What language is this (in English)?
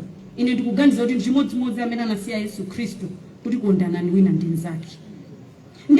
Nyanja